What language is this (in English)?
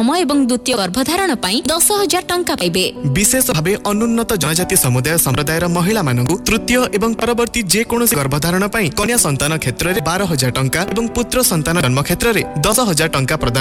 Odia